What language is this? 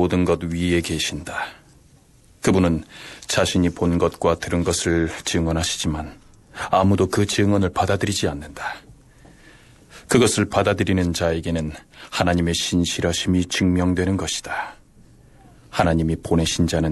Korean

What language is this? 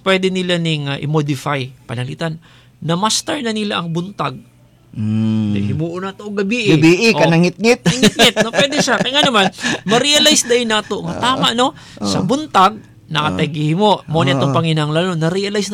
Cebuano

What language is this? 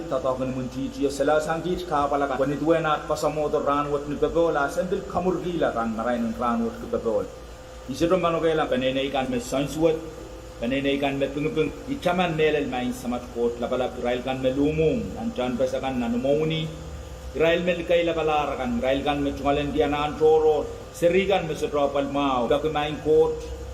Pohnpeian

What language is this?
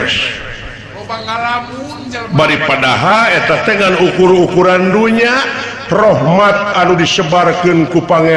Sundanese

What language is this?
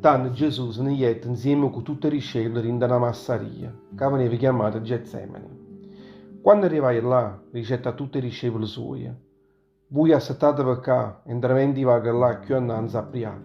Neapolitan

